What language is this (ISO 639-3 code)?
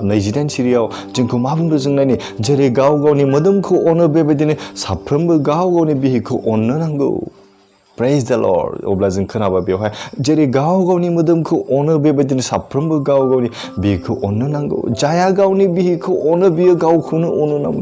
brx